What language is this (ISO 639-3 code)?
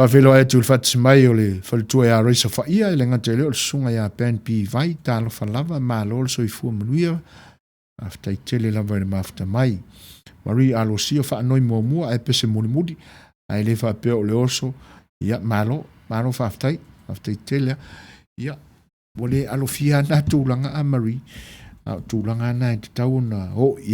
smo